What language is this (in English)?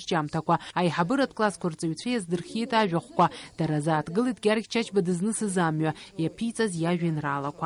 Abkhazian